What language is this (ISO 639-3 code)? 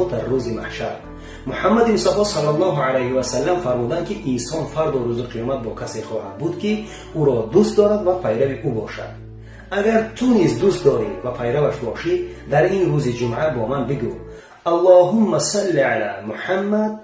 tgk